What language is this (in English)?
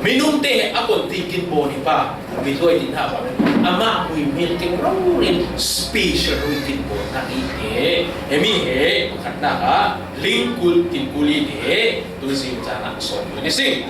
Falam Chin